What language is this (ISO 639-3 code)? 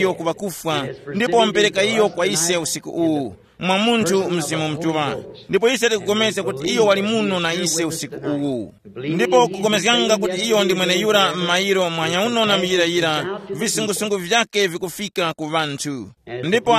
tum